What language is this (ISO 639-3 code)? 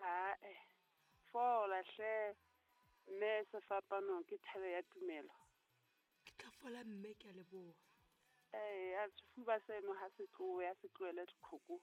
sot